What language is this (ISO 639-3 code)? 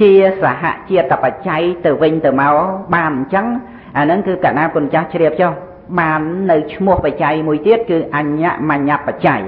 khm